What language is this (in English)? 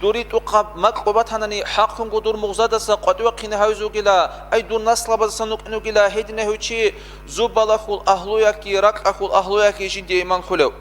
Avaric